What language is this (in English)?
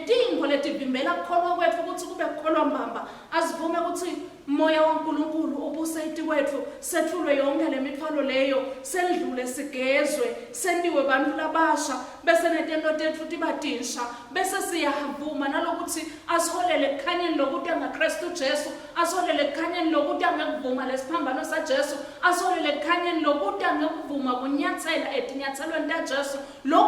Swati